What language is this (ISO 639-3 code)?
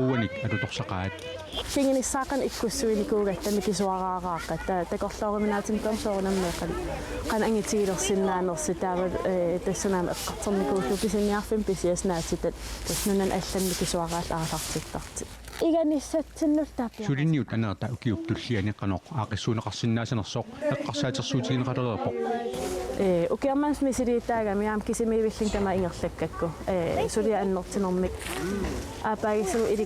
kal